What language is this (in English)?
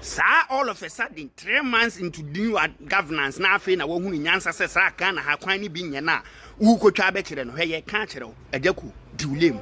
Akan